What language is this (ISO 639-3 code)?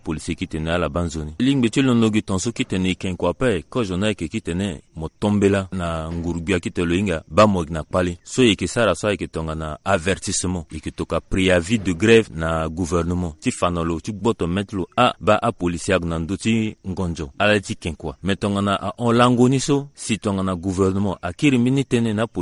sag